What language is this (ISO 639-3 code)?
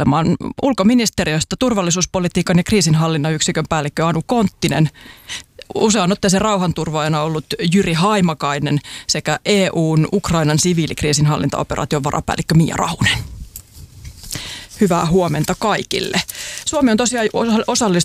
fin